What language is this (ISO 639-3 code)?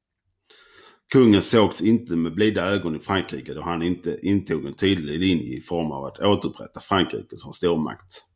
swe